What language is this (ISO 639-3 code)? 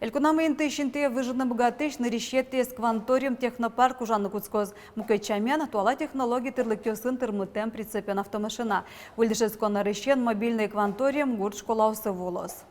udm